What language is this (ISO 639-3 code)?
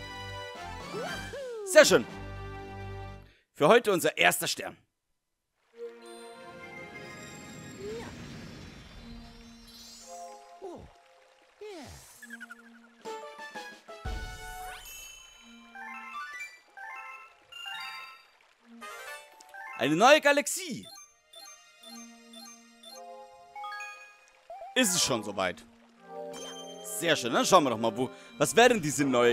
deu